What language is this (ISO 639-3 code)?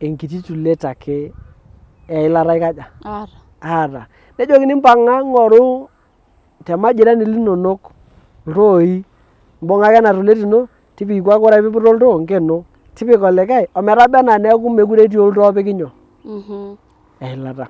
mas